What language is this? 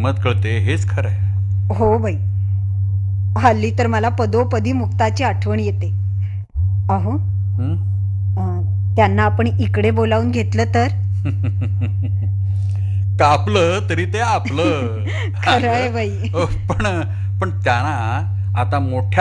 Marathi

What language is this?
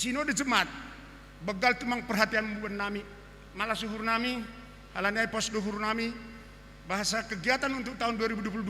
Batak Simalungun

